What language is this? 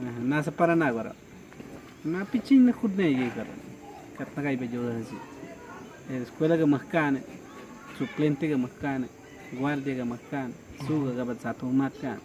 Awa-Cuaiquer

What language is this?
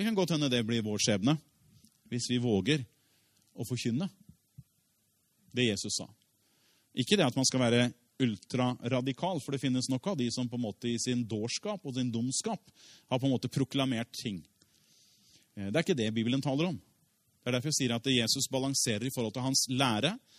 Norwegian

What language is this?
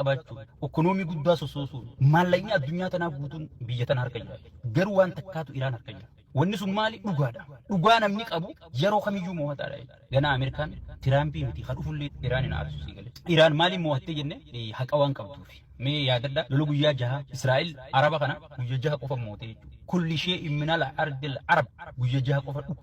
Oromo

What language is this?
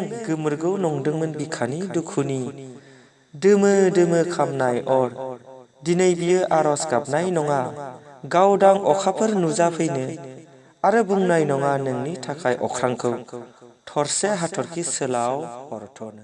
Bodo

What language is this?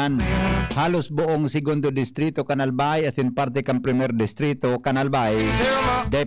Bikol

